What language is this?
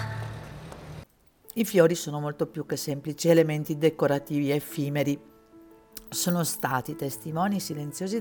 Italian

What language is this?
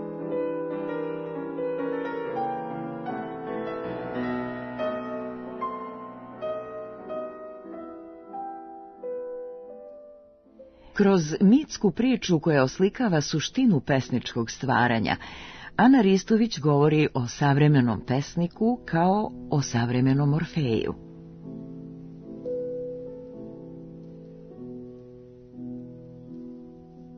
Serbian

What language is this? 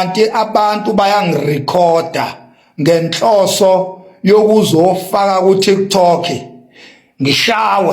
Zulu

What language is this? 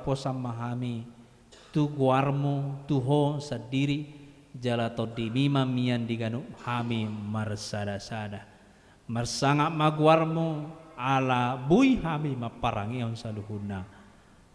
Batak Toba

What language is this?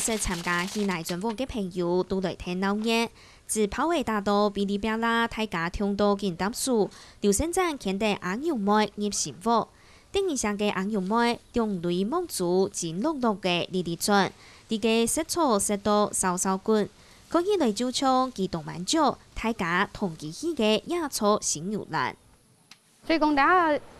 Hakka Chinese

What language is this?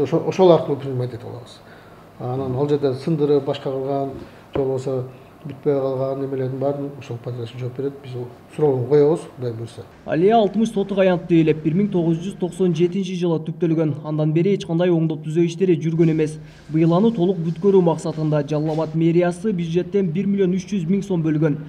Kyrgyz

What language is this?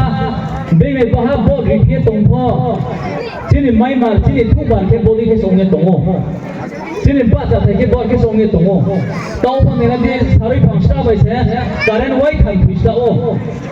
Riang (India)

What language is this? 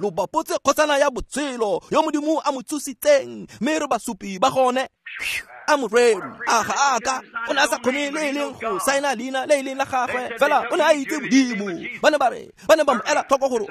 Tswana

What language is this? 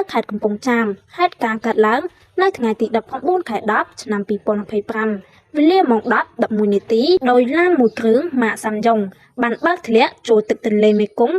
Khmer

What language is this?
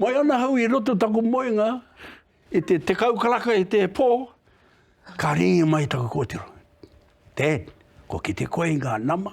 Māori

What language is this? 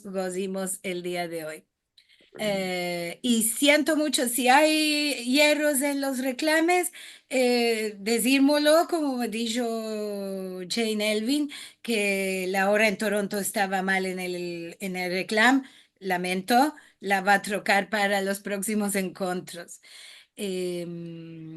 Ladino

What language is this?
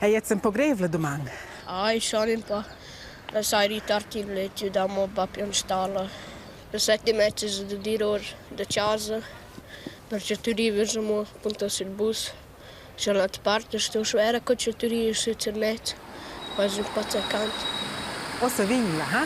Romansh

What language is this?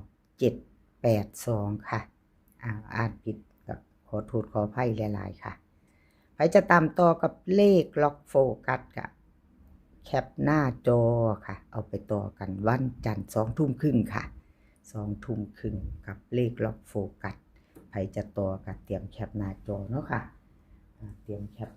Northeastern Thai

